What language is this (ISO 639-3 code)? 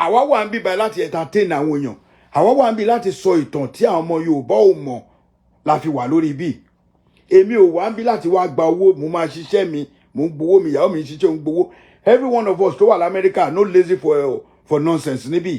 yor